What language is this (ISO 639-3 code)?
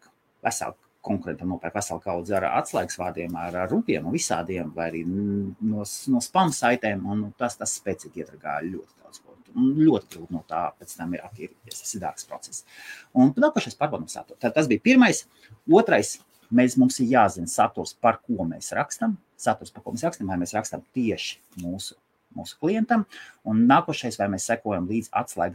lav